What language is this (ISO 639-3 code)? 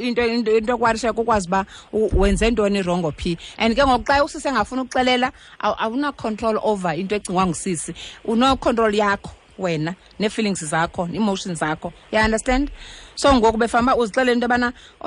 xho